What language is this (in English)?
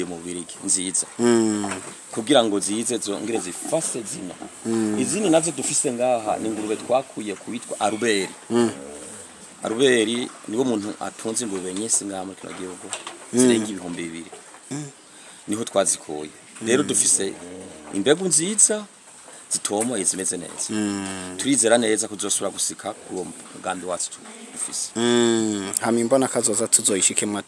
Rundi